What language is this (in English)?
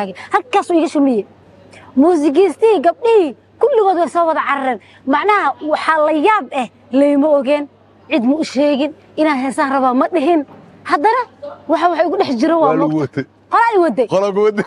Somali